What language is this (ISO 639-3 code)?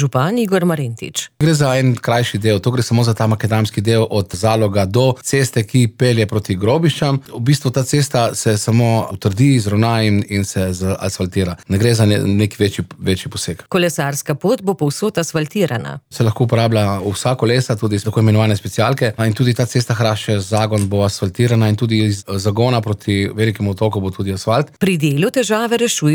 slv